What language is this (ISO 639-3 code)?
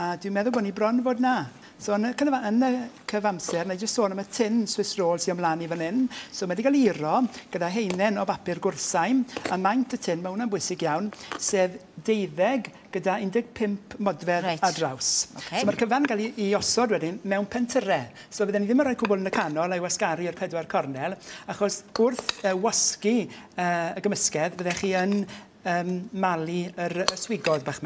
cym